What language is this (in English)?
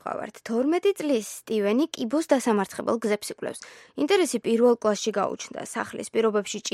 Georgian